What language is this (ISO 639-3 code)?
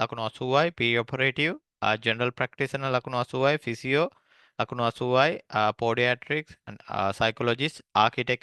sin